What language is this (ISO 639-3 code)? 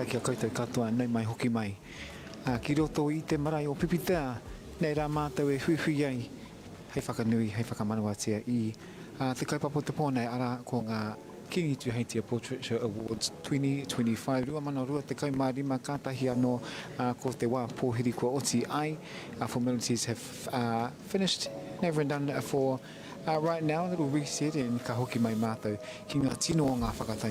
mri